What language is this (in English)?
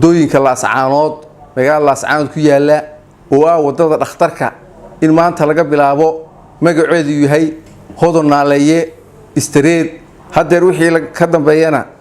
Somali